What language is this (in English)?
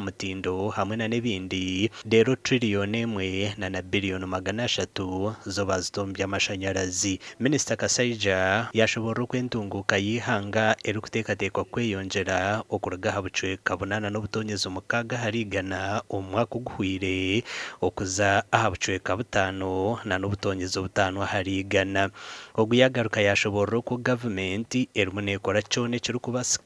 Nyankole